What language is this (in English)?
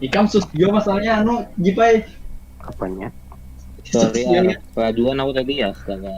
Banjar